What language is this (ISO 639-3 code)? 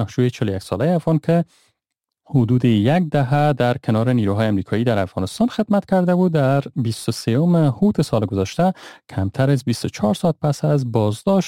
fas